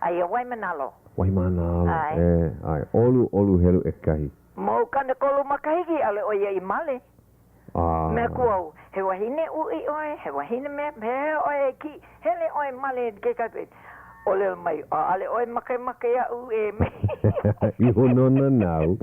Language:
Hawaiian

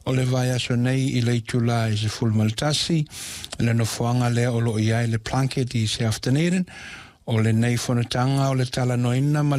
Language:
Samoan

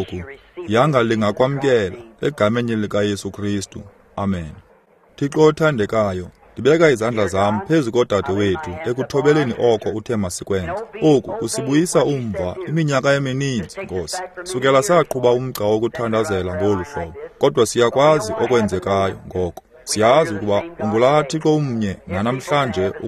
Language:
Xhosa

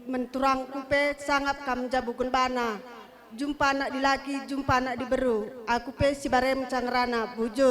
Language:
Batak Karo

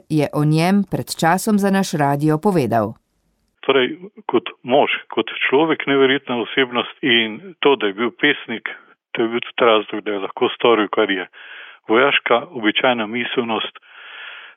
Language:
Slovenian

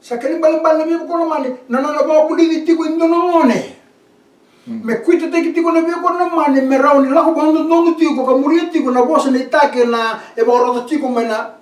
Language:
Fijian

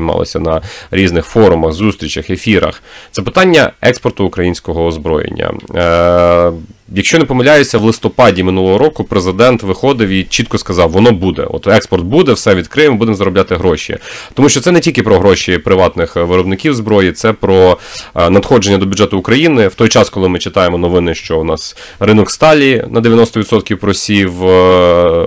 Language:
Ukrainian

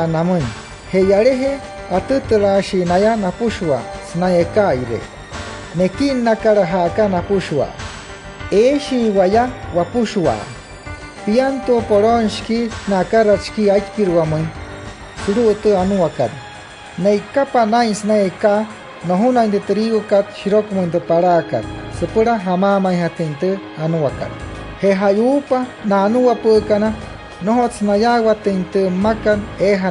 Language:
Wayuu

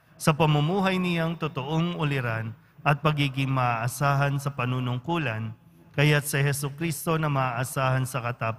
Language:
Filipino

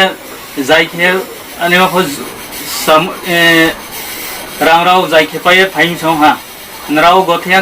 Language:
Riang (India)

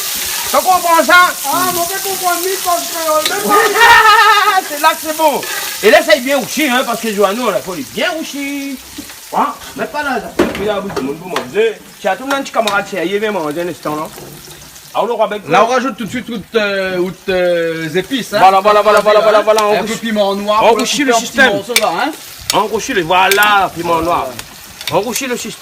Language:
Réunion Creole French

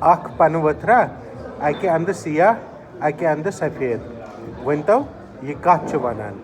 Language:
Kashmiri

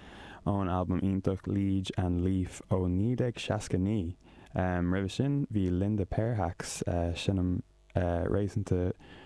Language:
Irish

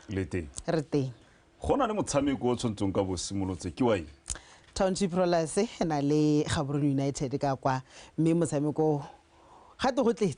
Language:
Tswana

